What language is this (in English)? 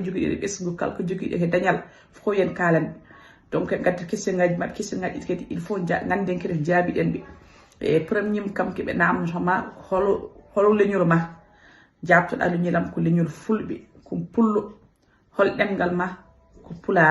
Fula